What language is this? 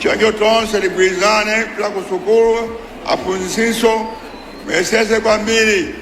Nyanja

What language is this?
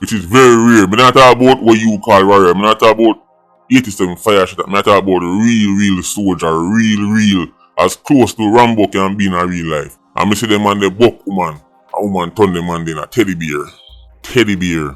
Jamaican Creole English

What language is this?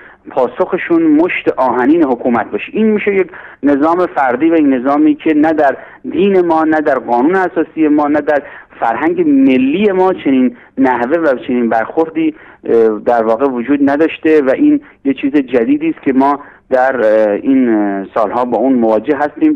Persian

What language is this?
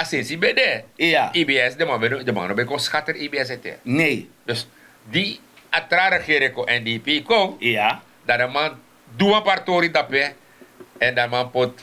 Sranan Tongo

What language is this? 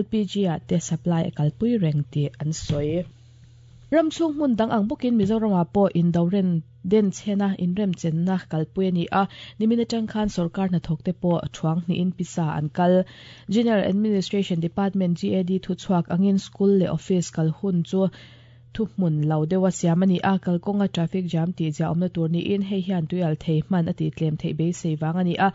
Mizo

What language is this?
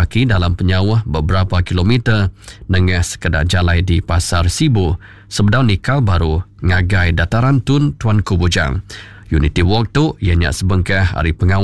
Iban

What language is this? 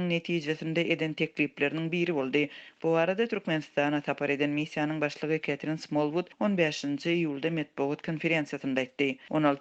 Turkmen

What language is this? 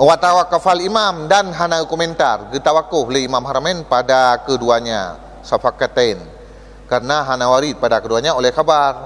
Achinese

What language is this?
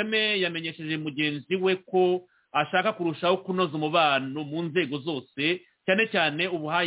Kinyarwanda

